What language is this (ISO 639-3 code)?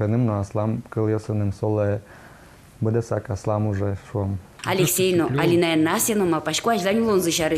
udm